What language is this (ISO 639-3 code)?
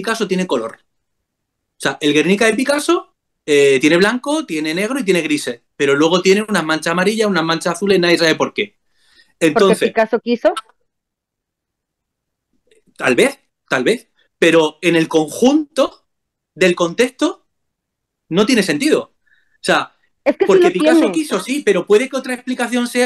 spa